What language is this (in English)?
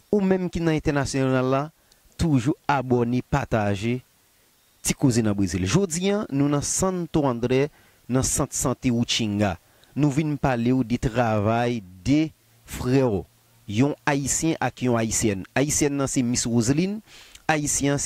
Haitian Creole